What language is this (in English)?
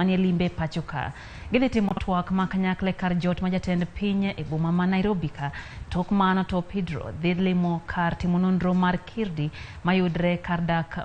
Luo (Kenya and Tanzania)